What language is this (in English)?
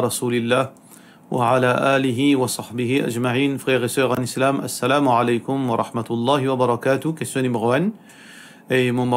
Morisyen